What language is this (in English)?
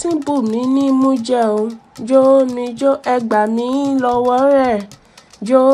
Yoruba